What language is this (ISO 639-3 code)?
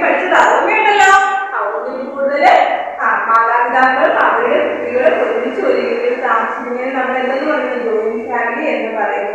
mal